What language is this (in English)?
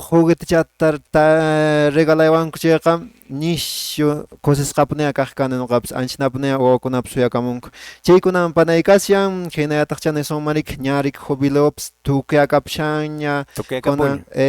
Quechua